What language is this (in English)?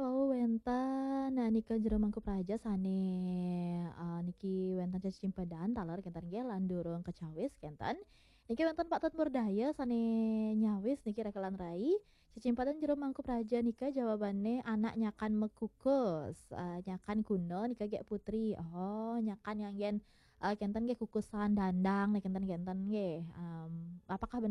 Balinese